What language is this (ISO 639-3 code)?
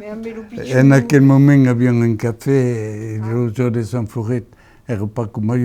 oci